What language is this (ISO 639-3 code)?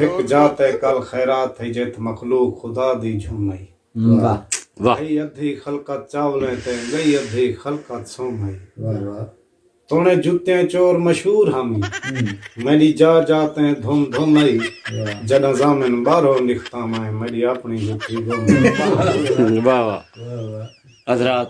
skr